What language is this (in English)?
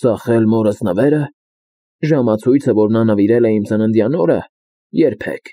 Armenian